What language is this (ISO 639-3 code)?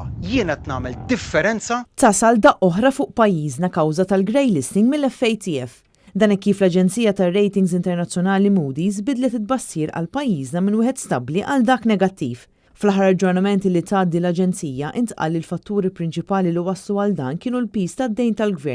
mlt